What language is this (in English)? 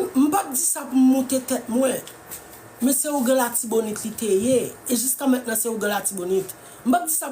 Haitian Creole